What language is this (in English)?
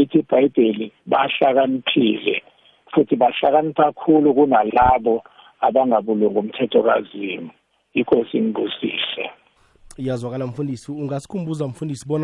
South Ndebele